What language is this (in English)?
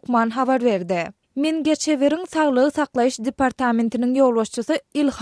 Turkmen